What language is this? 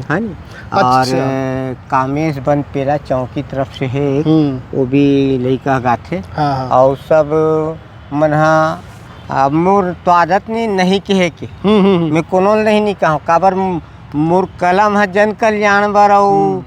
Chhattisgarhi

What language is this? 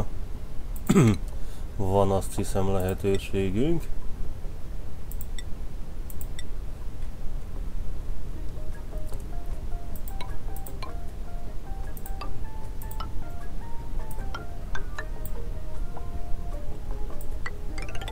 Hungarian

